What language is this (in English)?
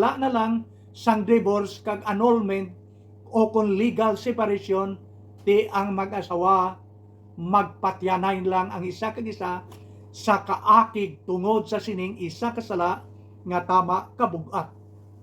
Hiligaynon